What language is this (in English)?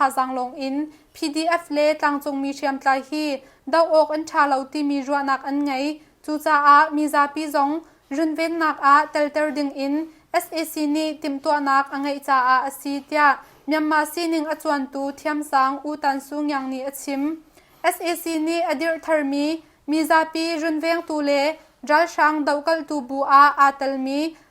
Hakha Chin